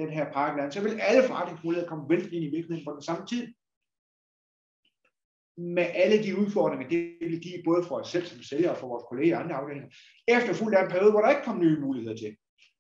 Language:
Danish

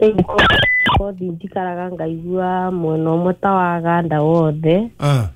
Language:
Kikuyu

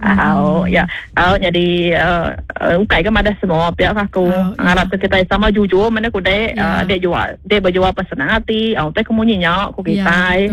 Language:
Iban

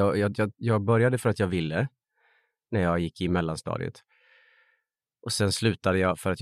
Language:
Swedish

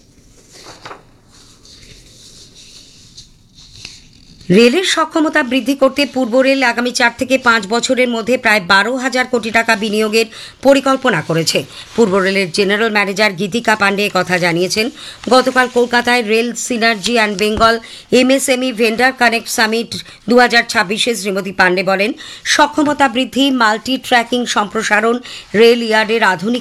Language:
Bangla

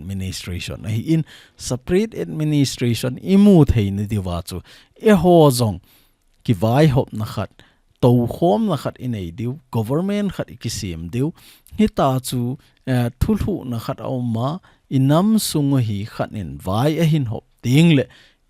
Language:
Thado Chin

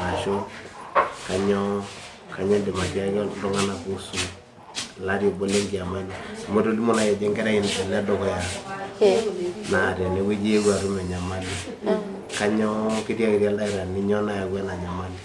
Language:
Masai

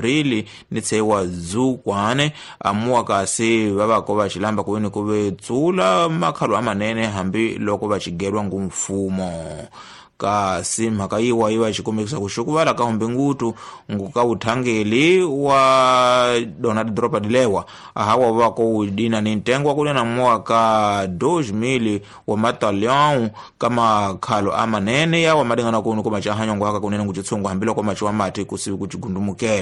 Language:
Tsonga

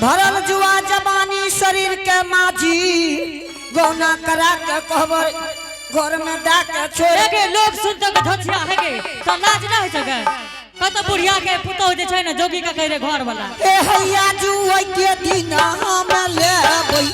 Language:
Angika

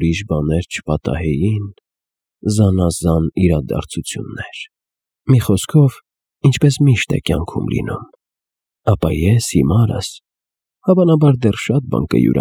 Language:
Armenian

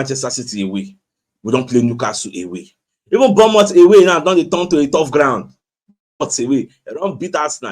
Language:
Nigerian Pidgin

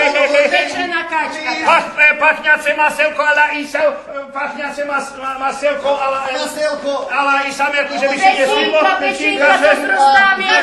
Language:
Rusyn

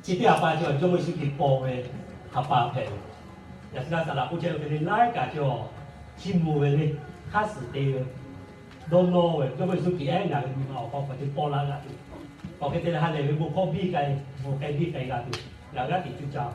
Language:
Lahu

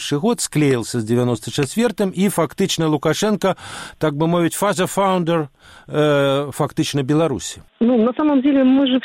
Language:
Belarusian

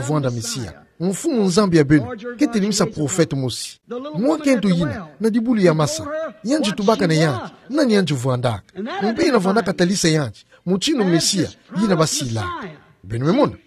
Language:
Kituba (Democratic Republic of Congo)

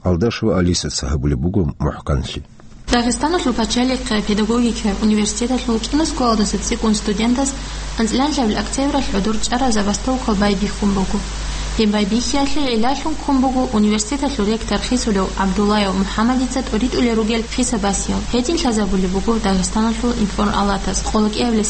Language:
Avaric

